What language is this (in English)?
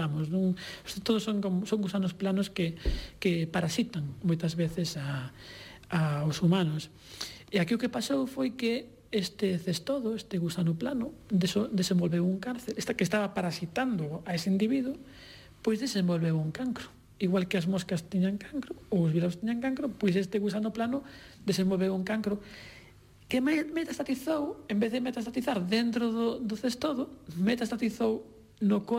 Galician